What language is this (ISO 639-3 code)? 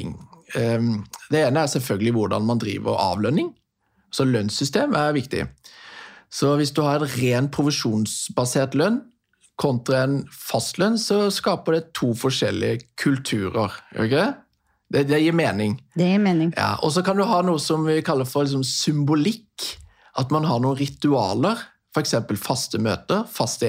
nor